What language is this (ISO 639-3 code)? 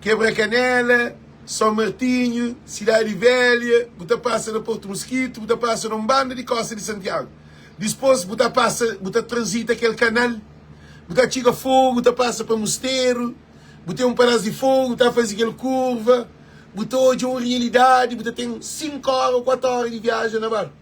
kea